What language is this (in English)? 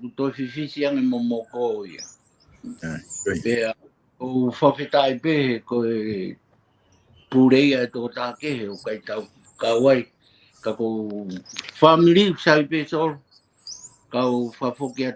Tongan